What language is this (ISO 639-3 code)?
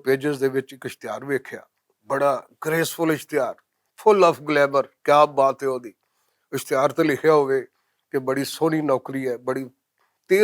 lah